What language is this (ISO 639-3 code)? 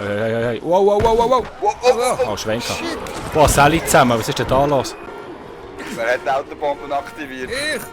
gsw